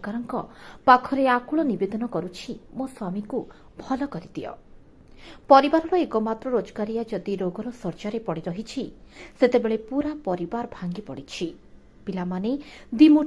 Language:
Odia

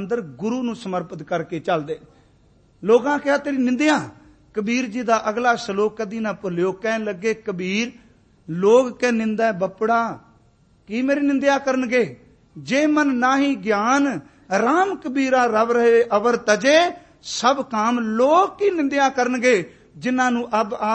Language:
Punjabi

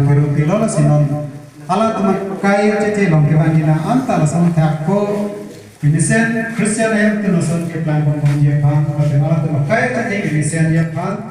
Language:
Karbi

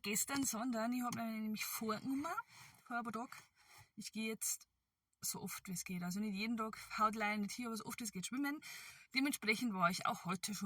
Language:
Bavarian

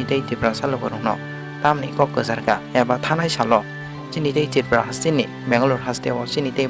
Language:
Kok Borok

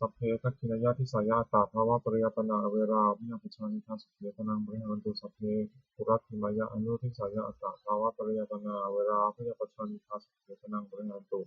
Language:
Pali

